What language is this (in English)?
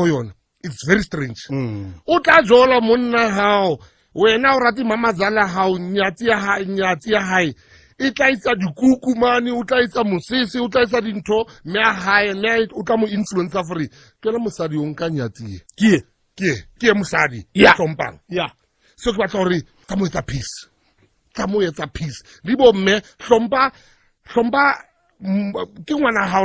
Southern Sotho